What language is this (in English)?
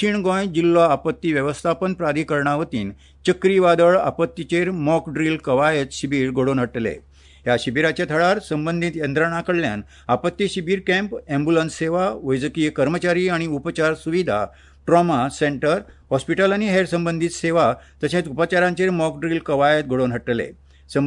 Konkani